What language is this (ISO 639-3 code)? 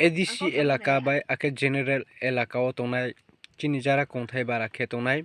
ria